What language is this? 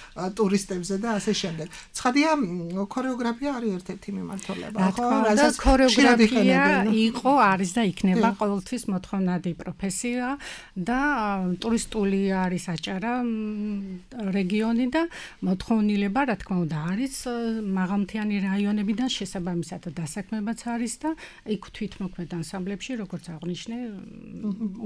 Georgian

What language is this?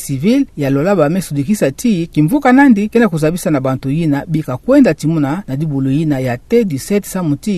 Kituba (Democratic Republic of Congo)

